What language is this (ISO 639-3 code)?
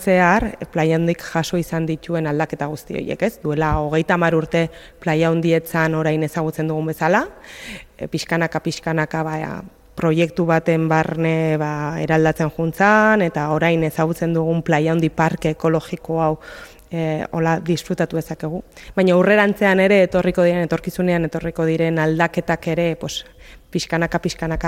eus